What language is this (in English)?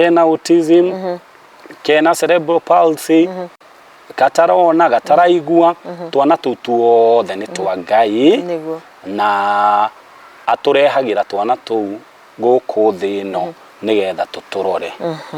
Kikuyu